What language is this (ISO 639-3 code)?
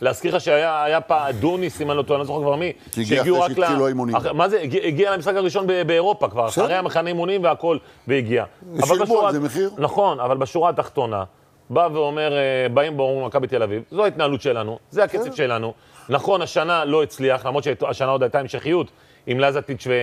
heb